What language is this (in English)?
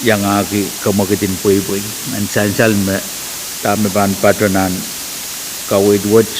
Pohnpeian